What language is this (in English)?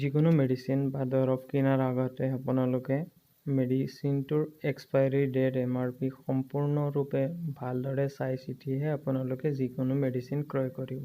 Assamese